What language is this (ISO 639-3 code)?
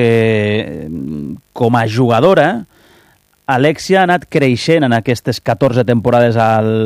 cat